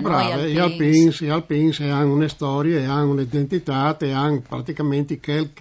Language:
Friulian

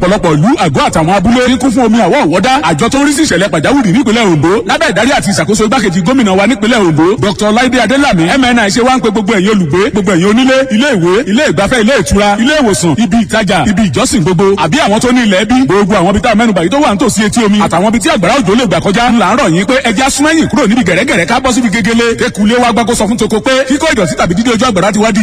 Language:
Yoruba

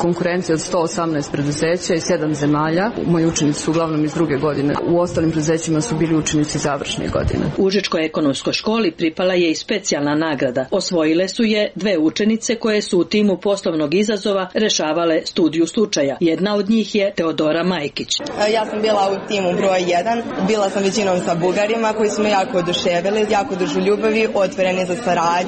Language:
Serbian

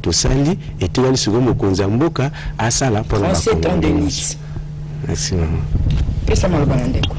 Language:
Lingala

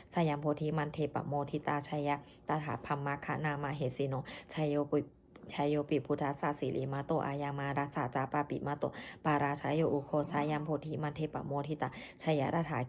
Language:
Pali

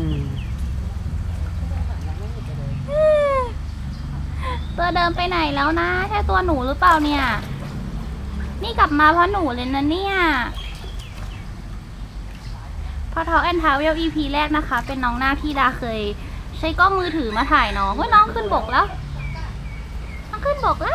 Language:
Thai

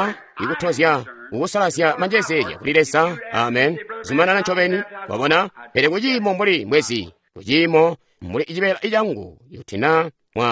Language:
Tonga (Zambia)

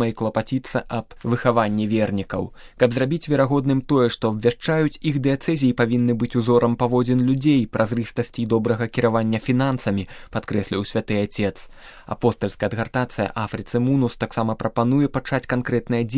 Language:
Belarusian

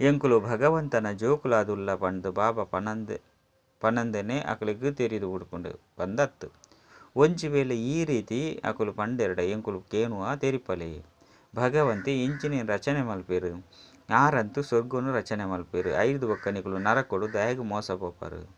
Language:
Tulu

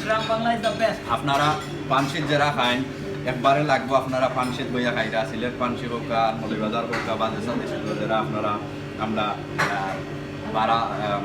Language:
Sylheti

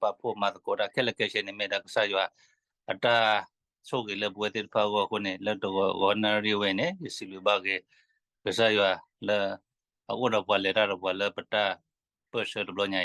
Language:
S'gaw Karen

